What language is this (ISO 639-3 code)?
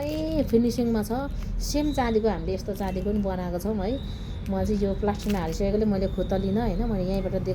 nep